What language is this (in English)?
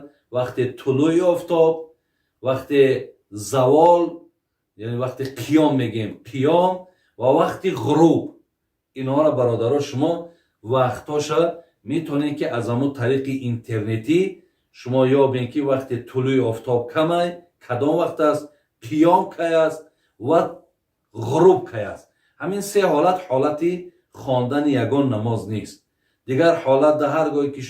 Tajik